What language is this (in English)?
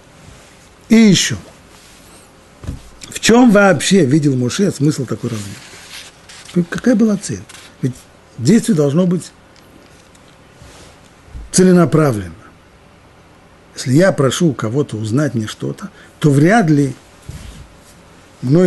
Russian